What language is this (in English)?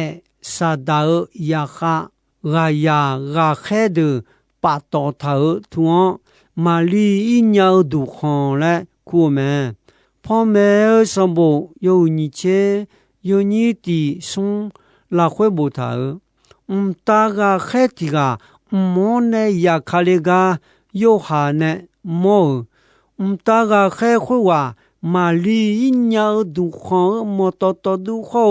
Akha